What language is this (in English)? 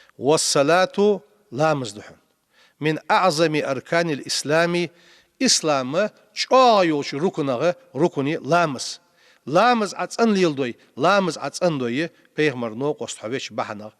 Ingush